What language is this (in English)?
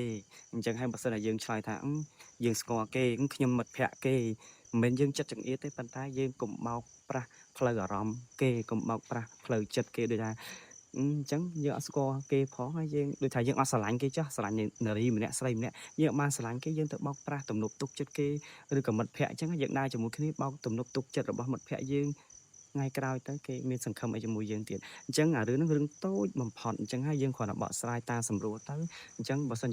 Khmer